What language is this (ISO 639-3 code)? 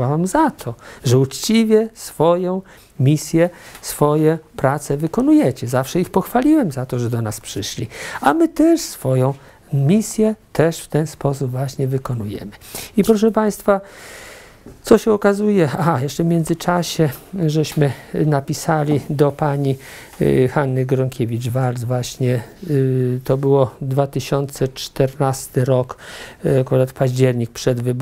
pol